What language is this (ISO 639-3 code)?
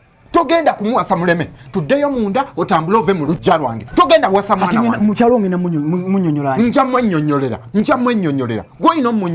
lug